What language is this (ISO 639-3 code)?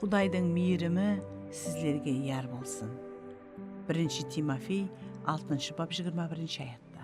kaa